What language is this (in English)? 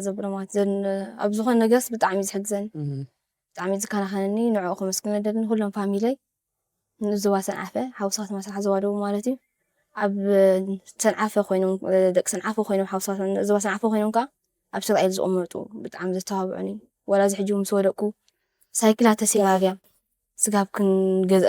Tigrinya